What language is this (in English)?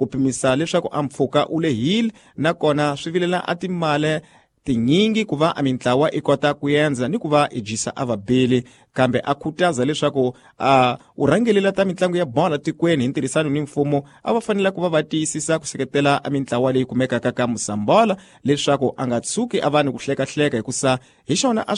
Tsonga